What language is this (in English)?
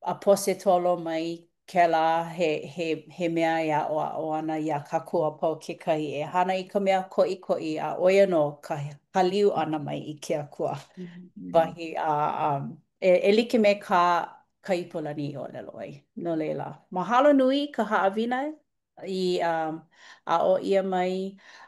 Hawaiian